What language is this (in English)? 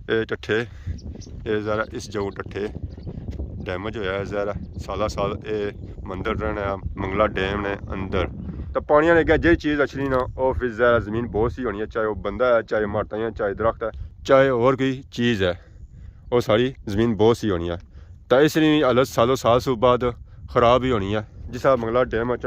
Pahari-Potwari